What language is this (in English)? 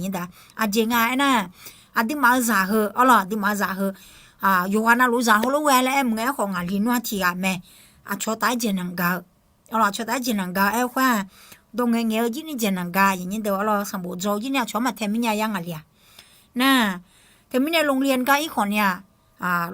Akha